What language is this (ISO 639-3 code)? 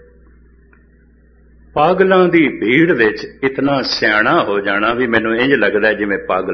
pan